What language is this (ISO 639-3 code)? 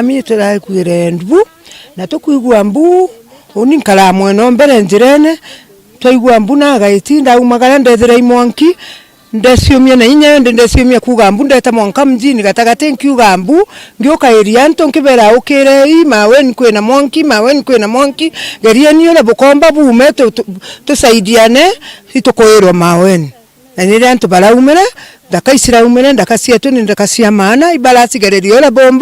mer